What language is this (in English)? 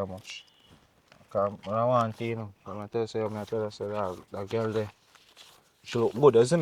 Jamaican Creole English